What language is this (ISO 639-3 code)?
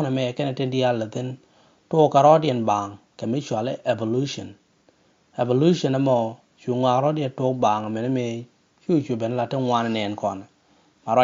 nus